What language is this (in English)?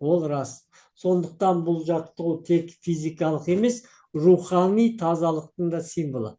Kazakh